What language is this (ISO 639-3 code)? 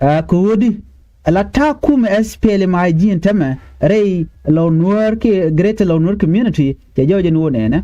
nus